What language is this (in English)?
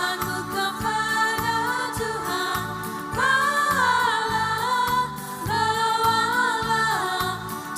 Ambonese Malay